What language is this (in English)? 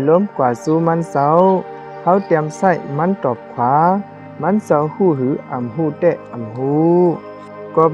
Shan